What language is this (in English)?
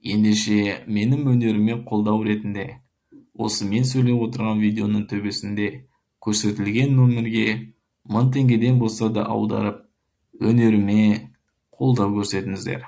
Kazakh